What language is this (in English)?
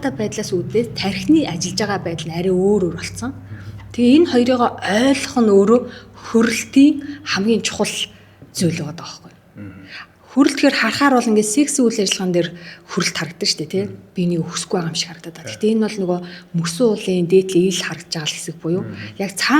Mongolian